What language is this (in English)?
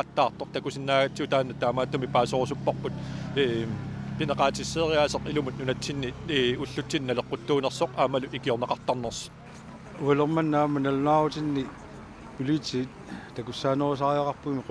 Kalaallisut